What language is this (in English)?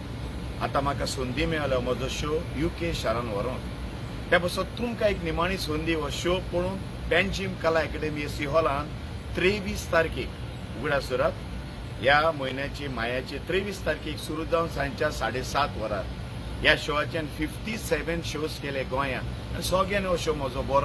Konkani